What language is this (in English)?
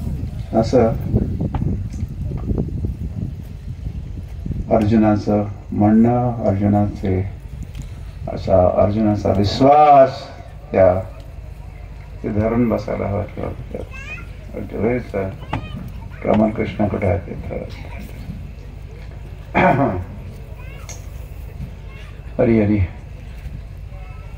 Marathi